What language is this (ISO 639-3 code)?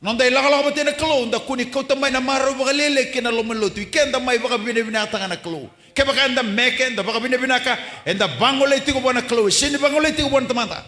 fij